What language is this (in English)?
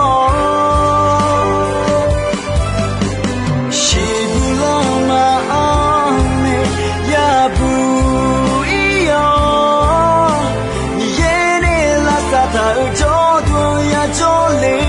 Akha